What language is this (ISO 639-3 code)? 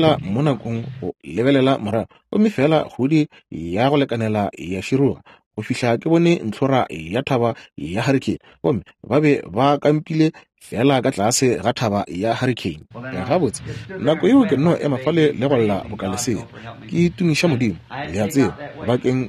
nso